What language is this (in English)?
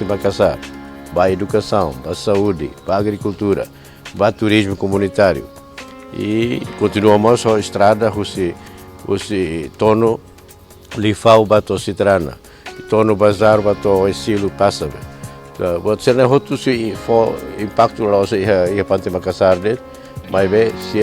Tetum